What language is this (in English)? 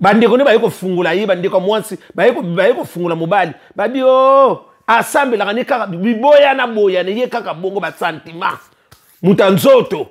Lingala